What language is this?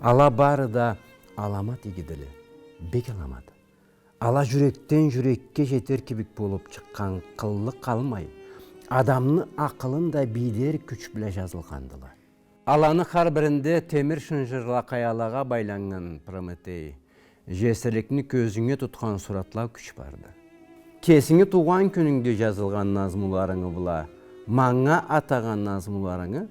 Karachay-Balkar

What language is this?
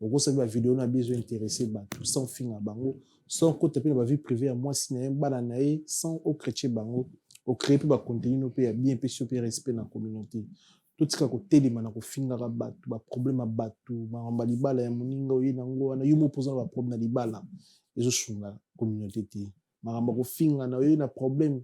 Lingala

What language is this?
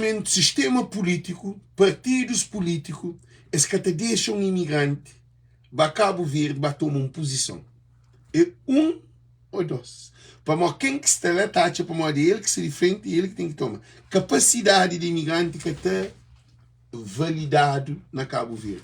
Kabuverdianu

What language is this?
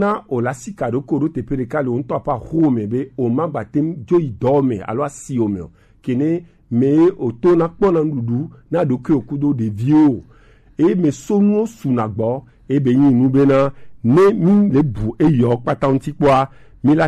Gen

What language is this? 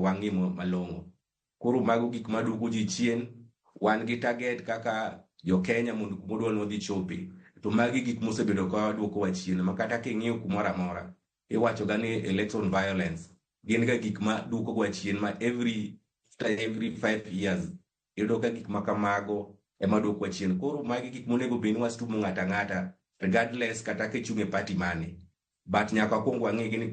Luo (Kenya and Tanzania)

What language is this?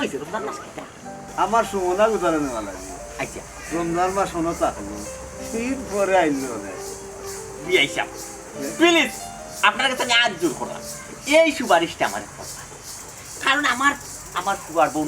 Sylheti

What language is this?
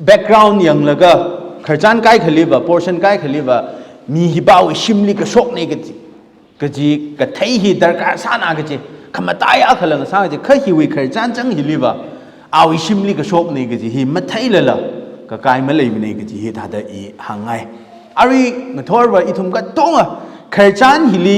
Tangkhul Naga (India)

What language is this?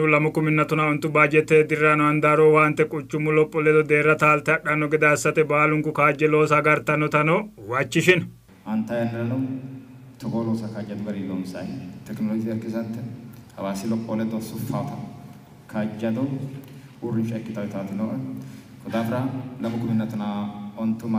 Sidamo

